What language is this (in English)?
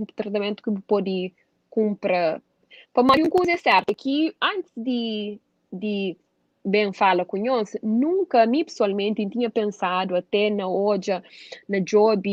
Kabuverdianu